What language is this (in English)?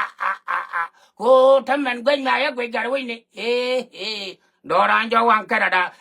Nuer